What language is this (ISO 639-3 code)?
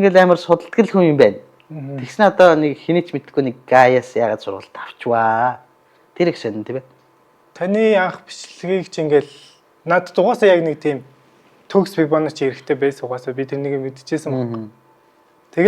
mon